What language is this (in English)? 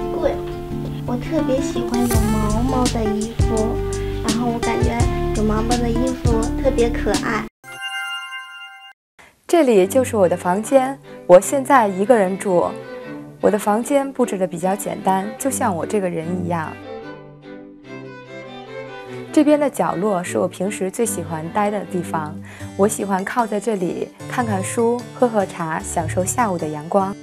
Chinese